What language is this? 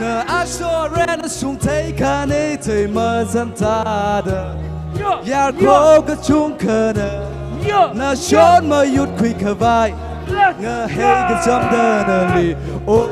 Tangkhul Naga (India)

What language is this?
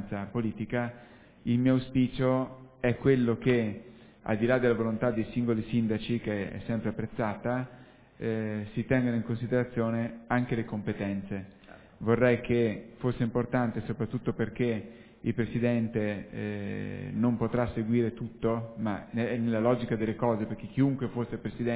Italian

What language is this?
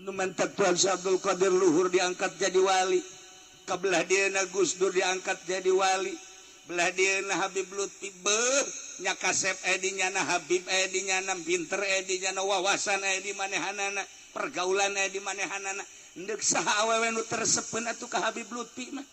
Sundanese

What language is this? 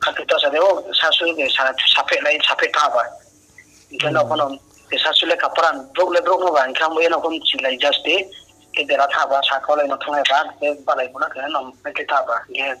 Riang (India)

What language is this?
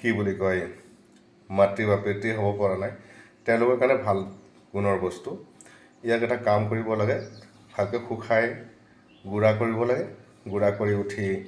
Assamese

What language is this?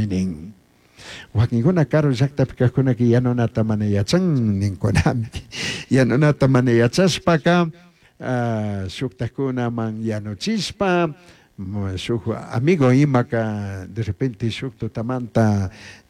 Chimborazo Highland Quichua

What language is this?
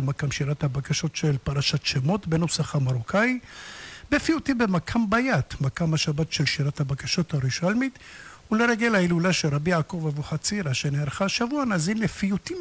Hebrew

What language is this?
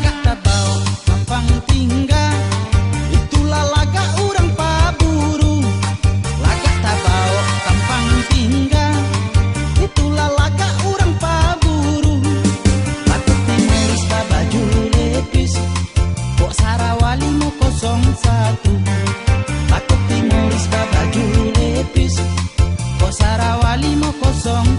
Minangkabau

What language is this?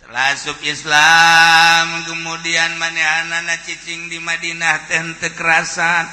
Sundanese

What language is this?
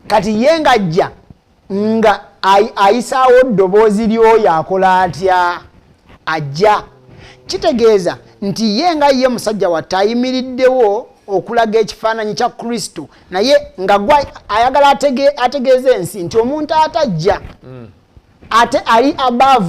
Ganda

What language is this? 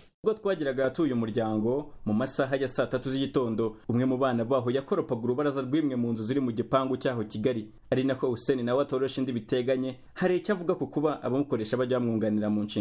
Kinyarwanda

